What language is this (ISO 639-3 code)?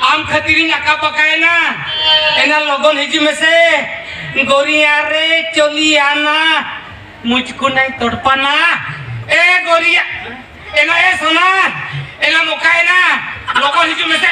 sat